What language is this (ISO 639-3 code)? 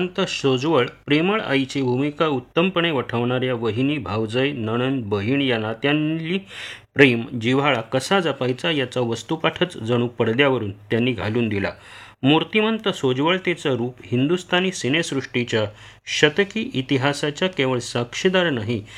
mar